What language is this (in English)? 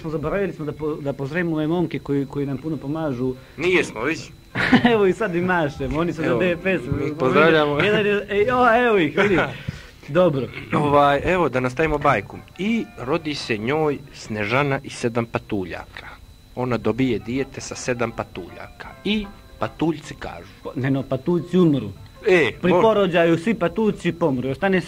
Bosnian